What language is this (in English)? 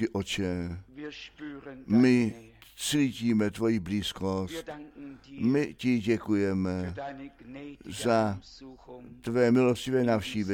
Czech